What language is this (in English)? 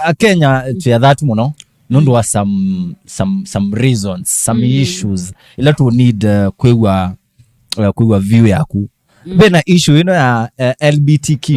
Kamba